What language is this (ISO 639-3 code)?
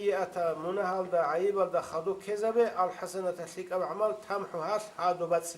ava